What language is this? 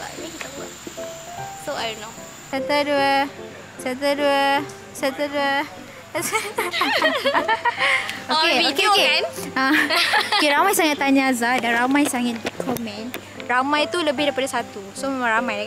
Malay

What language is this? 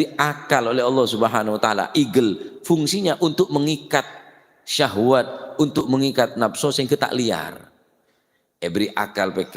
Madurese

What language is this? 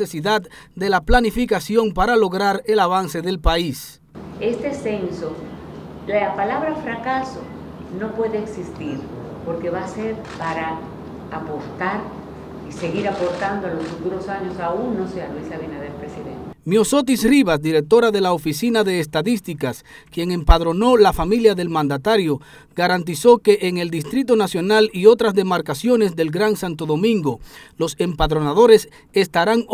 Spanish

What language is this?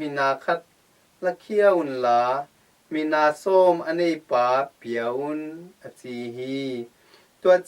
Tedim Chin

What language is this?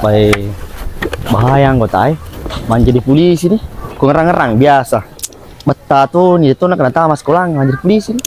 Buginese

